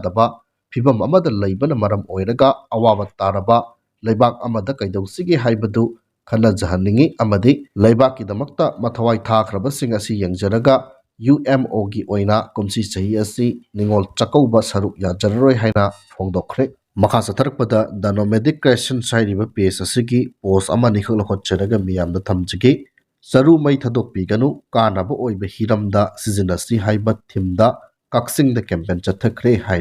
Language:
Manipuri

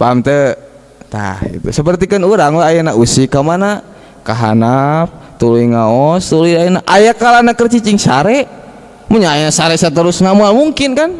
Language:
Sundanese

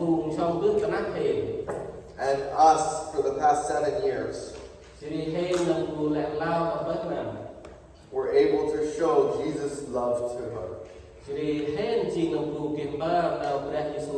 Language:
Central Mnong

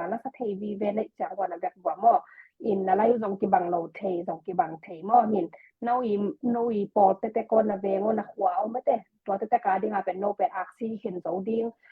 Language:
Tedim Chin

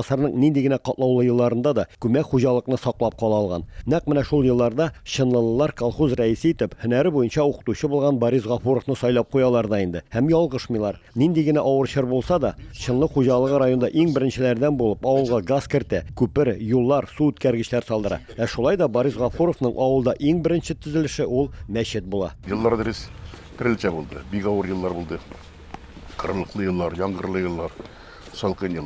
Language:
Tatar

